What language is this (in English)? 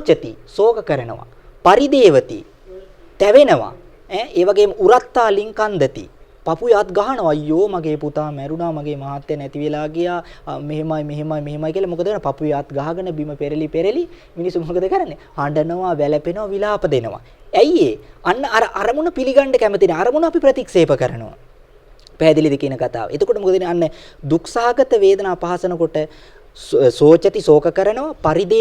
Sinhala